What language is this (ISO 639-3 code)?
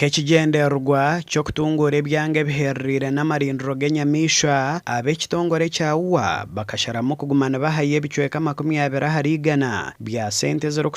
nyn